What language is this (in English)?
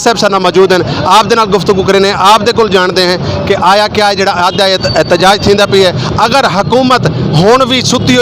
Saraiki